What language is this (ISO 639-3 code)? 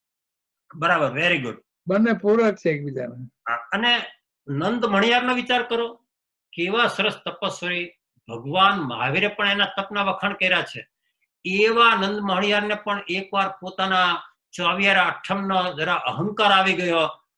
guj